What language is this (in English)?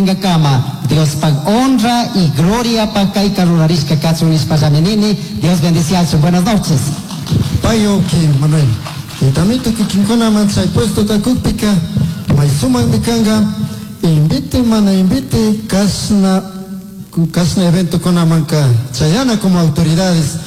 Chimborazo Highland Quichua